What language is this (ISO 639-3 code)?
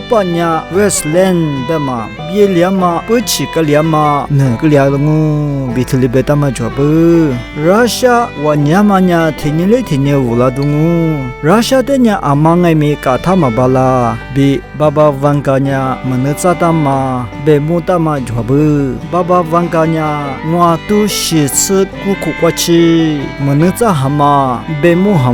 lis